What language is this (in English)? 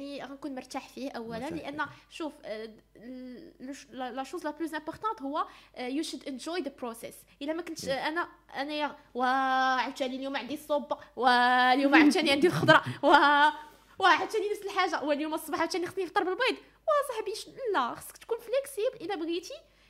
Moroccan Arabic